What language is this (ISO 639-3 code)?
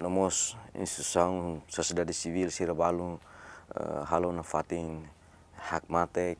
tet